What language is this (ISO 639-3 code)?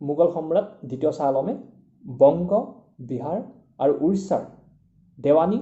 asm